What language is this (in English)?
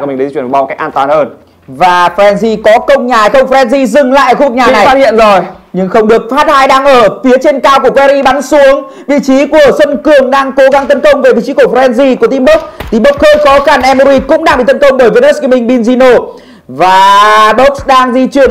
Vietnamese